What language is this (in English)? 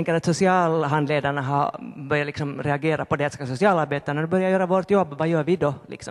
Swedish